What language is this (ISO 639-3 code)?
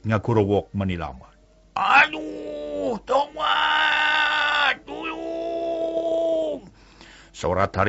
sun